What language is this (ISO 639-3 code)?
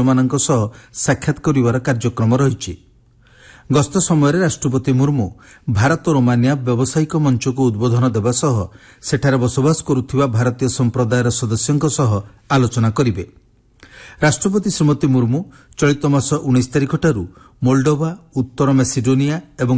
ori